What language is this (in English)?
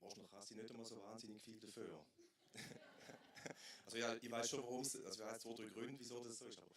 Swiss German